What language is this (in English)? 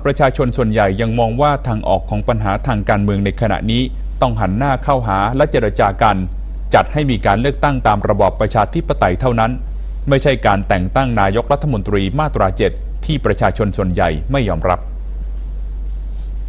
Thai